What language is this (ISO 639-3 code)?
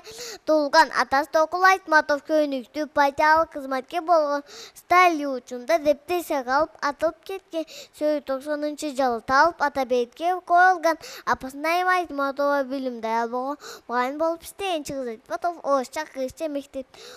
kir